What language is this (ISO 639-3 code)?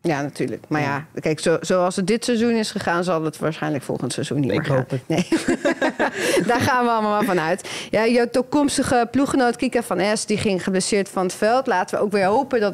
nld